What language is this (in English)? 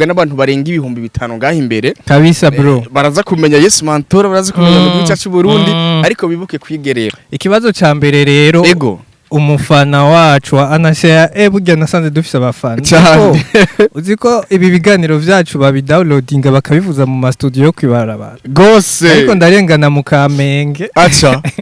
Rundi